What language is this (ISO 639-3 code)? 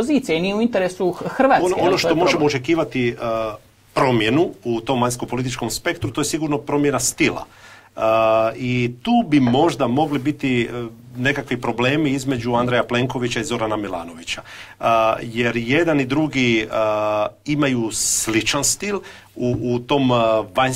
hrv